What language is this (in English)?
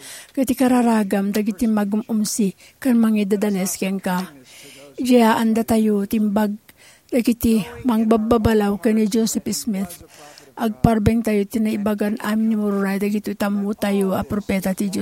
Iloko